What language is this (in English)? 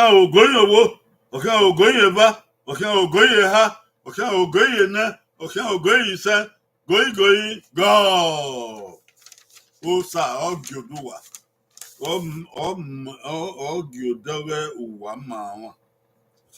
Bini